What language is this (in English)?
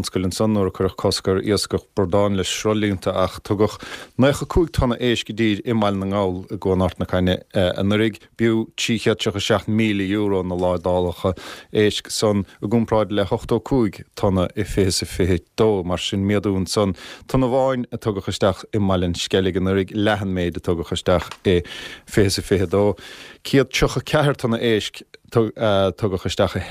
Irish